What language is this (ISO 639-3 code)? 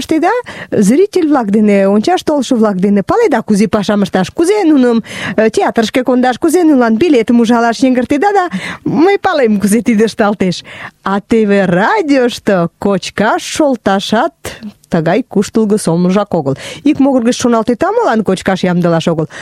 chm